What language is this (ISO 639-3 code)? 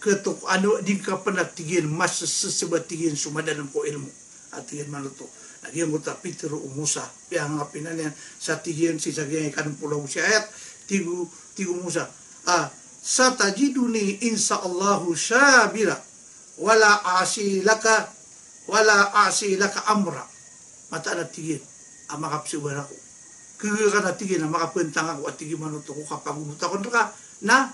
mrw